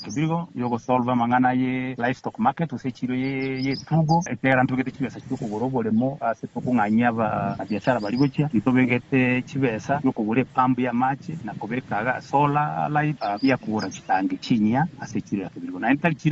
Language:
Gusii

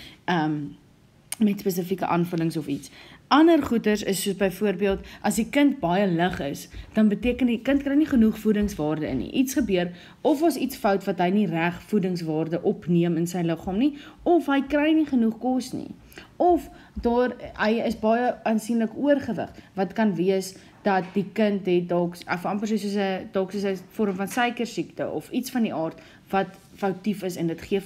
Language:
Afrikaans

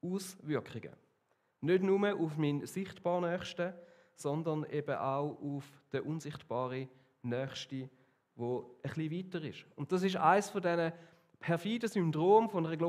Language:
Swiss German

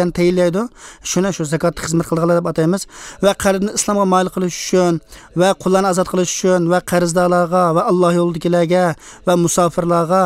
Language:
Uyghur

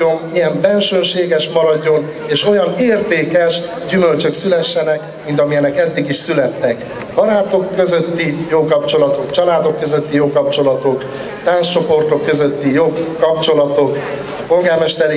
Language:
Hungarian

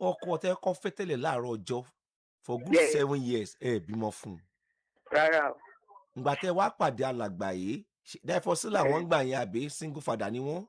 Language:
Yoruba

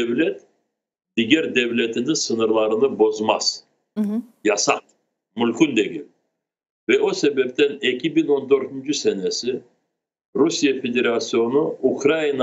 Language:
Crimean Tatar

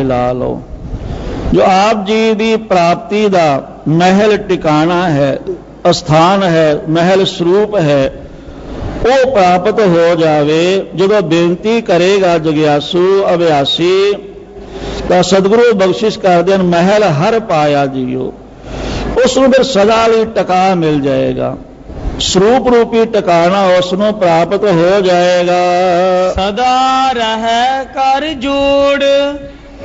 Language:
Punjabi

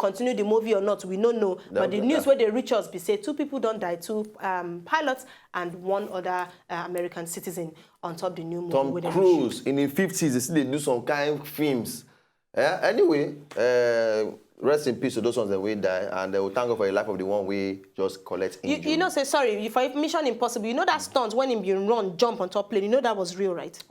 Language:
Nigerian Pidgin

